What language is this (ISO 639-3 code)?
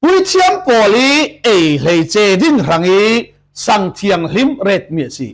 cfm